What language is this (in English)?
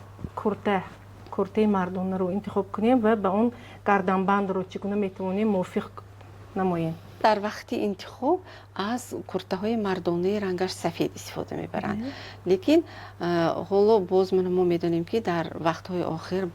Tajik